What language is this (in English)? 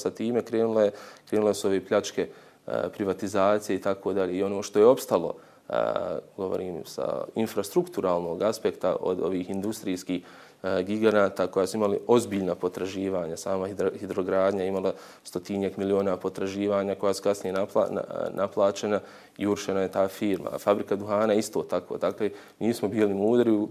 Bosnian